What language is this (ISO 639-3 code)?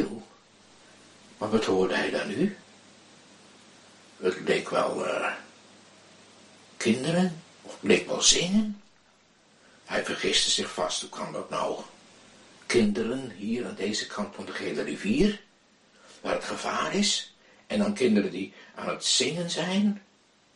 nld